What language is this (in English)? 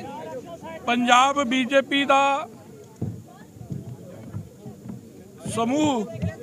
Punjabi